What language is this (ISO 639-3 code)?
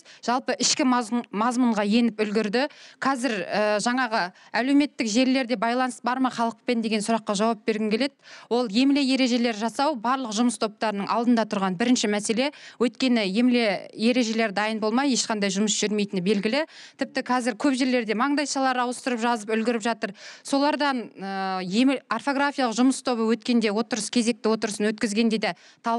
kaz